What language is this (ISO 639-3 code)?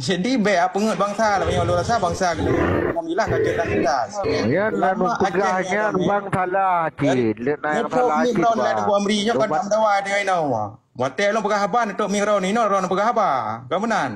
ace